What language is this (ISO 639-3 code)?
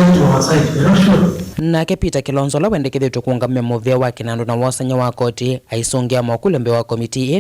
kam